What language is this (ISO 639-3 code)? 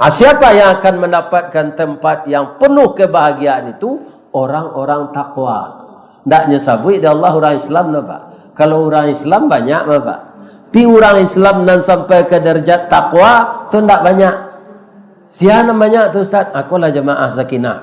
min